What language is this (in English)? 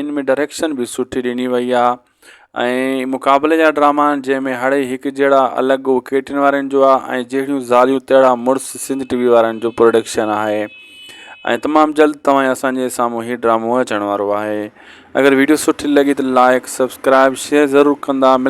Sindhi